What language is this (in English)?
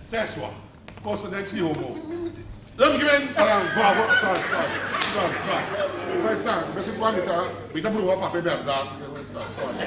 Papiamento